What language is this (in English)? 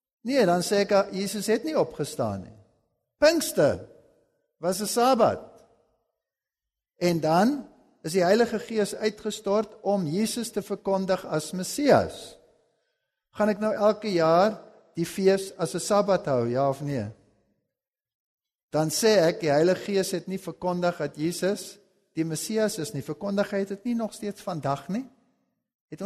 Afrikaans